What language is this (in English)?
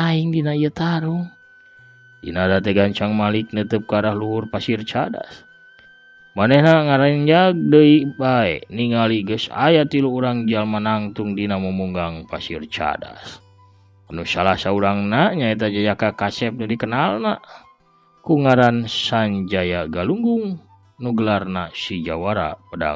Sundanese